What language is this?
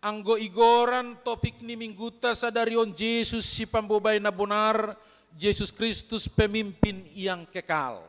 Batak Simalungun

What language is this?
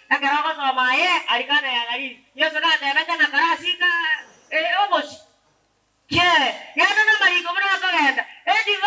Gusii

